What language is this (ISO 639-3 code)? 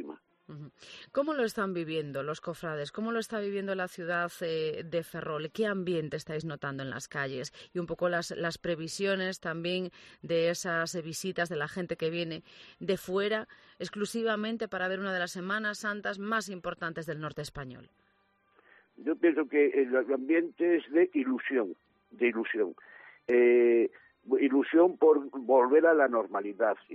spa